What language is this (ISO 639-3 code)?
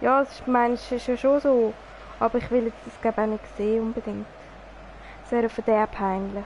gsw